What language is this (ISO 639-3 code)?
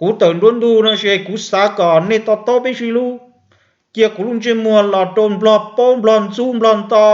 hmn